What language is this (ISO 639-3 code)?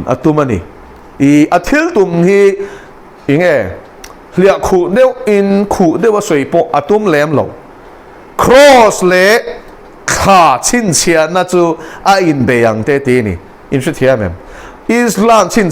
lus